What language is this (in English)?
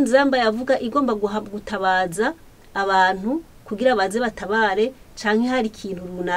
Rundi